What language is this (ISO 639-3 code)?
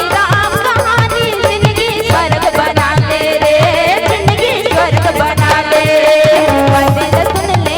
hne